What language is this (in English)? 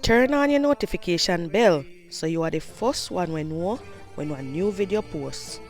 Jamaican Creole English